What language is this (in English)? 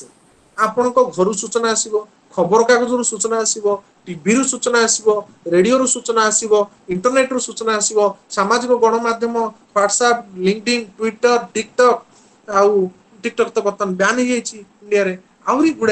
Odia